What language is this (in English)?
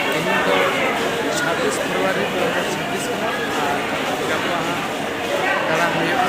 Santali